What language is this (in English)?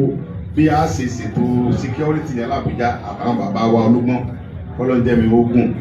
Yoruba